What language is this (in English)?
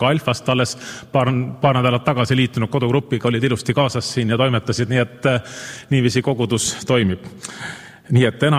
Estonian